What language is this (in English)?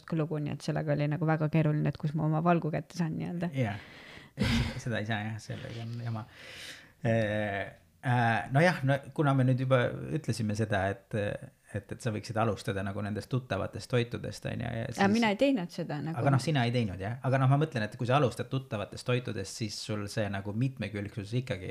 Estonian